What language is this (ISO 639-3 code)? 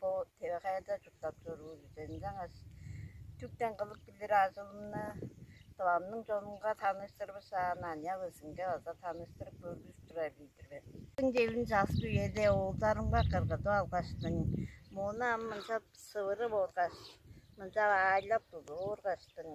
tyv